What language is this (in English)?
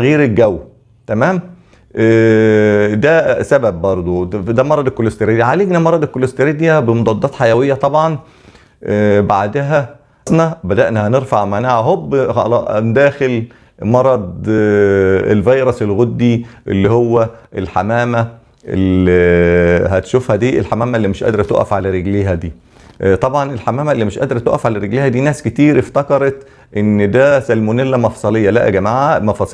Egyptian Arabic